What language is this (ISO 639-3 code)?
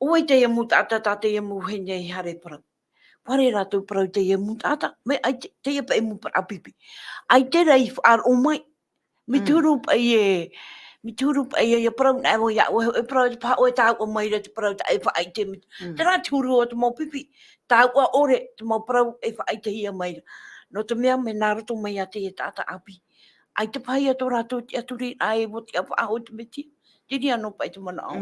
tah